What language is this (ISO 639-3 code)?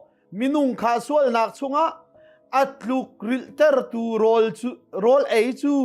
cnh